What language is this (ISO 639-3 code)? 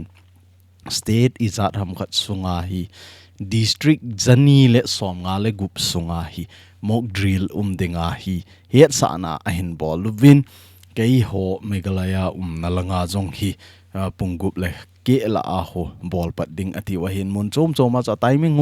tcz